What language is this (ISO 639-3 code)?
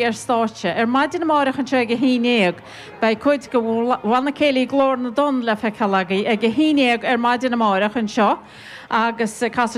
gle